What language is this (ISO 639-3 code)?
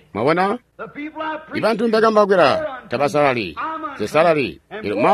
toi